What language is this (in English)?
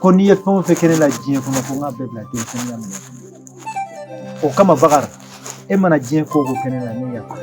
Bambara